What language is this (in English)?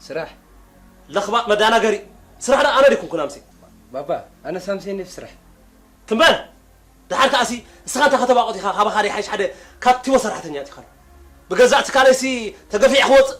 Tigrinya